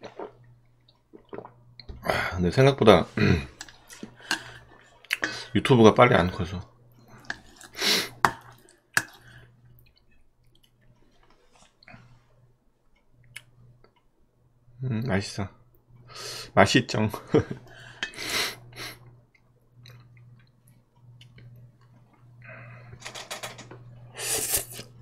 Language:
Korean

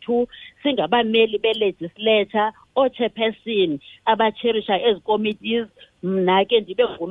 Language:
Xhosa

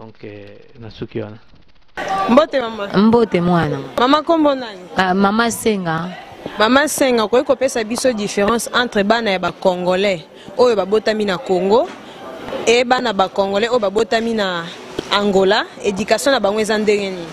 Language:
Lingala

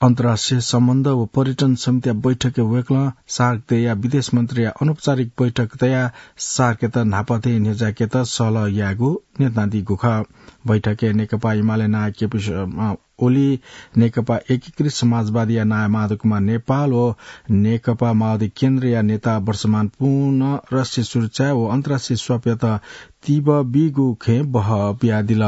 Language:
Newari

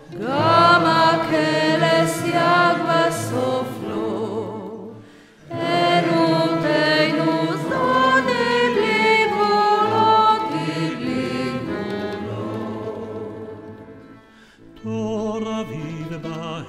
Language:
Hebrew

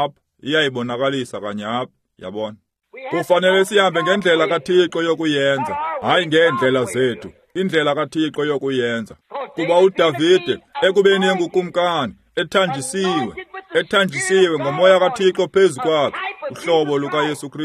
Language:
Xhosa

